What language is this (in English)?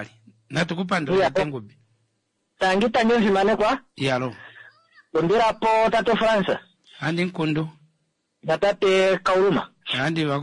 Kuanyama